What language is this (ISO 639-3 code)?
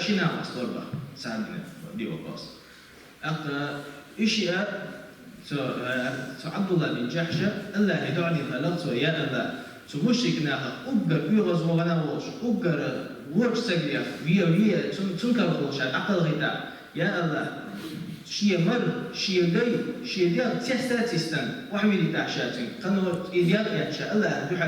che